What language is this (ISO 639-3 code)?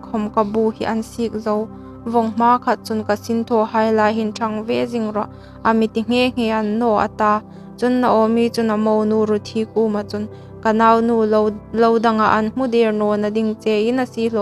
hmr